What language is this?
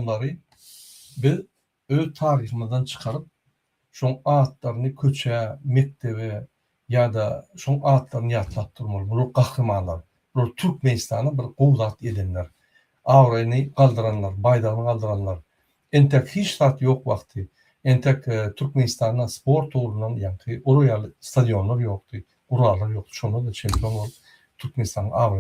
Turkmen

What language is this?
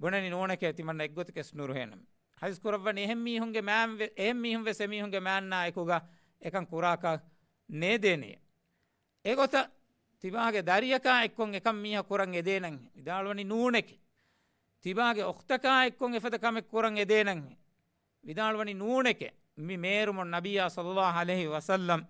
Divehi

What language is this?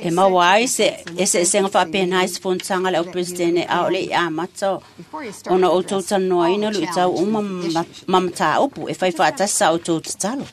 Samoan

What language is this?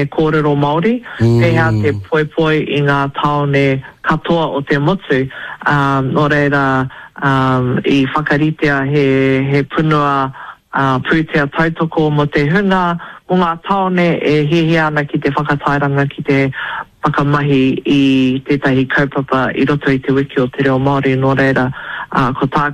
Māori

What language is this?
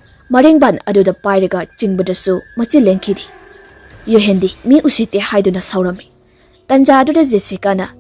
Manipuri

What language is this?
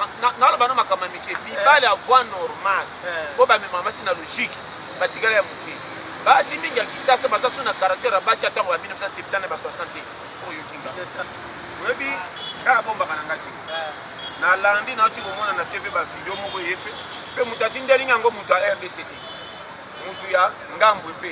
Lingala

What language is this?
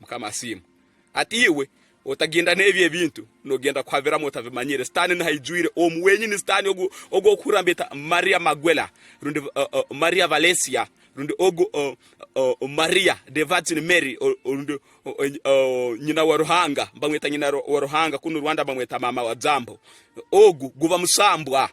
Tooro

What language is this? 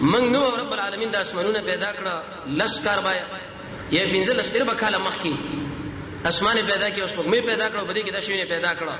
Pashto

